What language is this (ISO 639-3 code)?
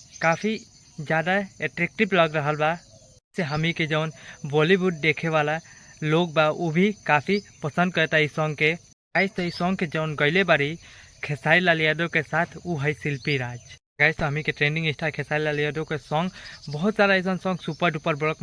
bho